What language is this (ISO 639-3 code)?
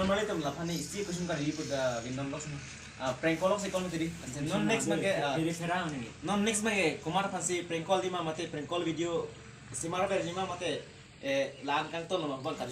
mjw